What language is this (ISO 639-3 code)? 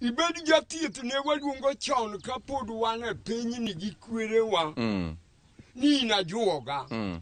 luo